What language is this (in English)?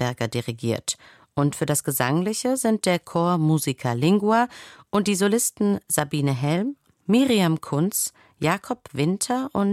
German